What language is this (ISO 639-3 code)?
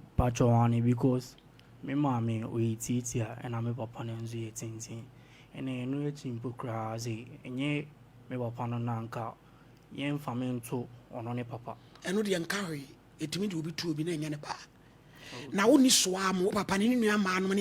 aka